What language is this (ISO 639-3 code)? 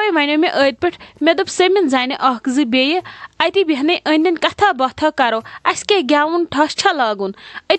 kas